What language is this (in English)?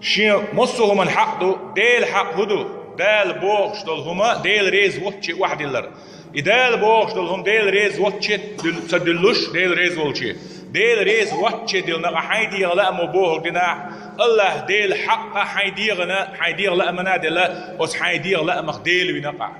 Chechen